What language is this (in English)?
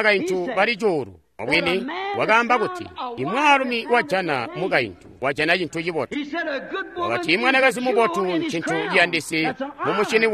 Tonga (Zambia)